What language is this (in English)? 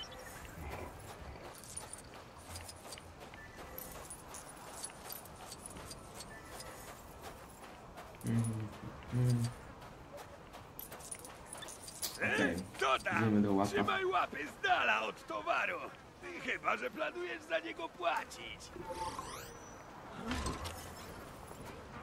Polish